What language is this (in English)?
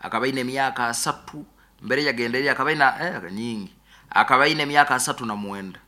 Nyoro